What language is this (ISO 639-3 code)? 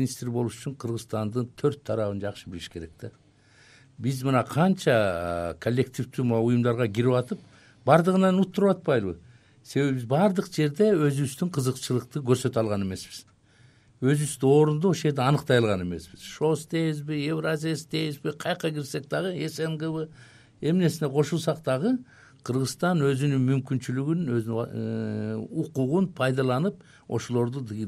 kir